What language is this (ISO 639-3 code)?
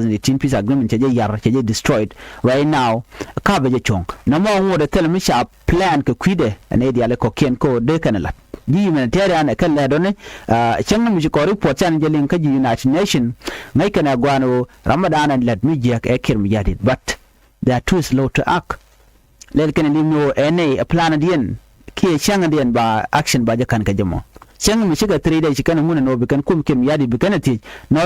nus